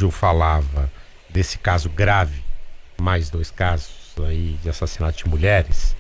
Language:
Portuguese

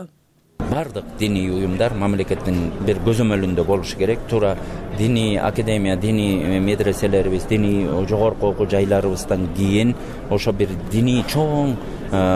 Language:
Kyrgyz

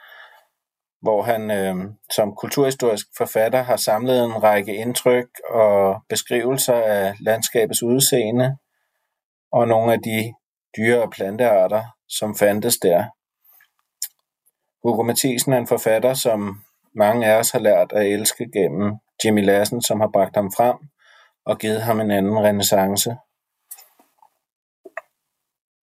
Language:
Danish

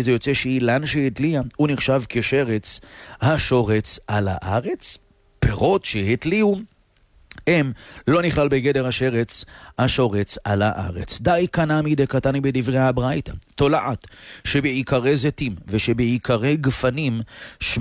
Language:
Hebrew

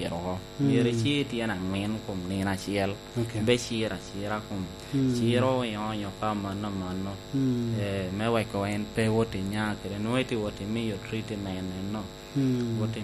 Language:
Lango (Uganda)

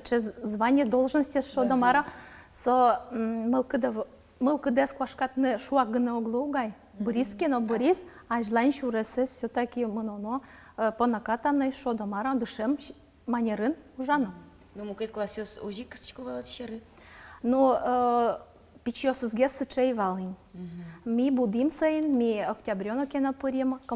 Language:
Udmurt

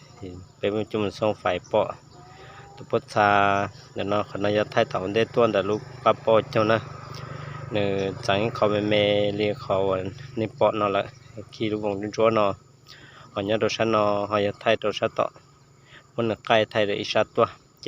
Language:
Hmong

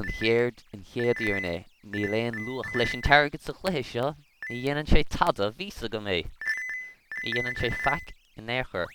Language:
Irish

